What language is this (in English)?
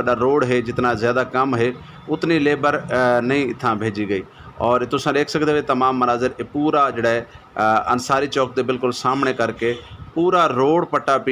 Western Panjabi